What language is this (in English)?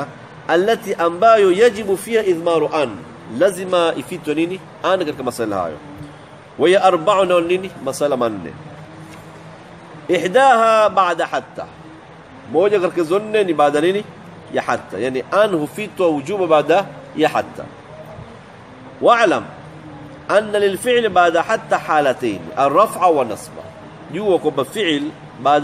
Swahili